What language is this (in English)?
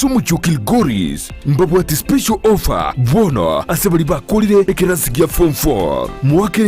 Gusii